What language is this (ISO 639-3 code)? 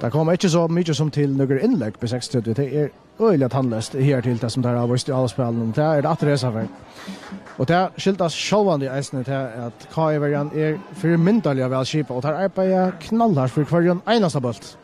fao